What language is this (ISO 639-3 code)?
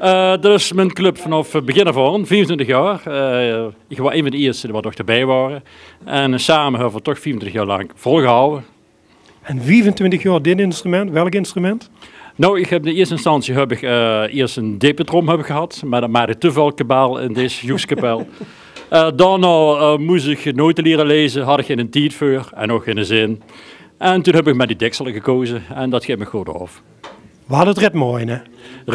lim